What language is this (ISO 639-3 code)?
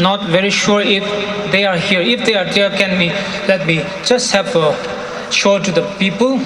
nmf